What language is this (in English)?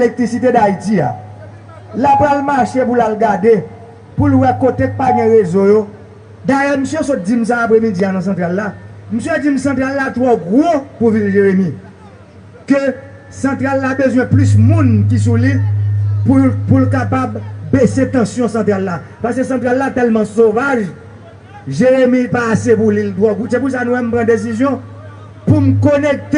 Haitian Creole